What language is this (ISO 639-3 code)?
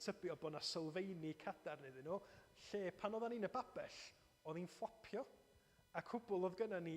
cym